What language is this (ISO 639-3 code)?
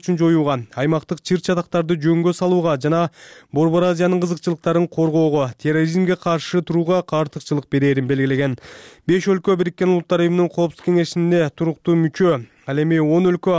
kir